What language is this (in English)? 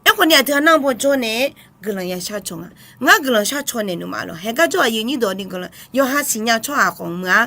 Akha